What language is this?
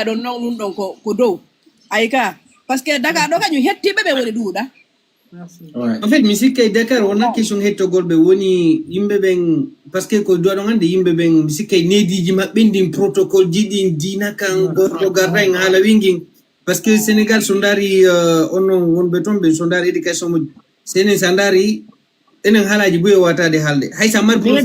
Fula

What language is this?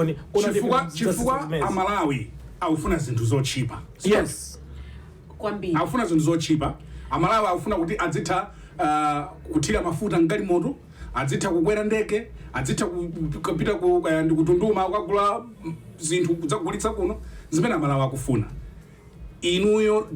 Nyanja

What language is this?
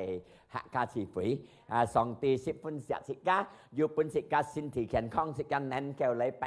Hakka Chinese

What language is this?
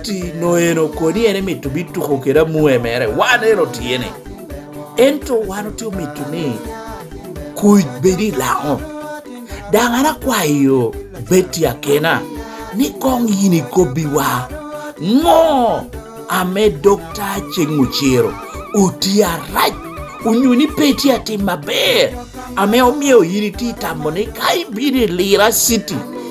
Lango (Uganda)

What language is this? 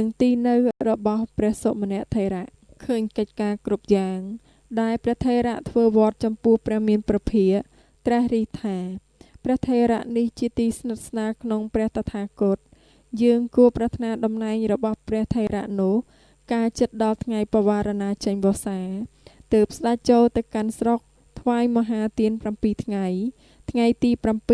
Khmer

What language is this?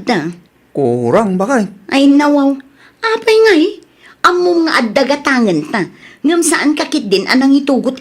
Iloko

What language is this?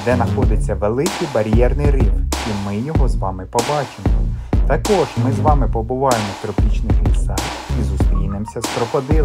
Ukrainian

